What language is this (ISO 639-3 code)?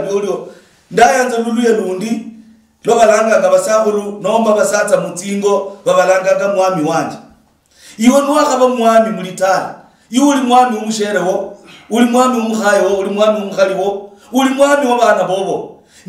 luy